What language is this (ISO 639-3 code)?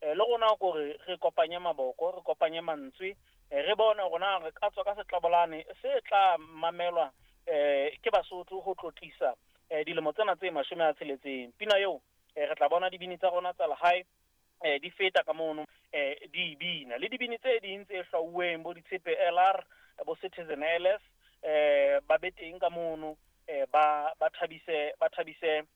sot